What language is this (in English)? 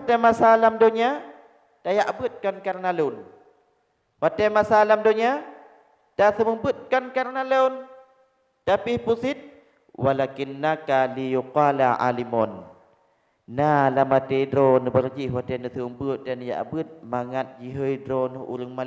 Achinese